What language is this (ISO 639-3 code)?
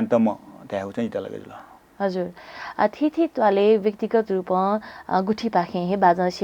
new